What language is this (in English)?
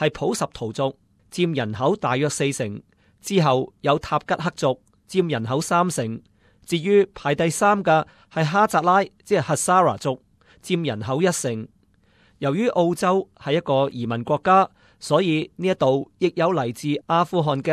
Cantonese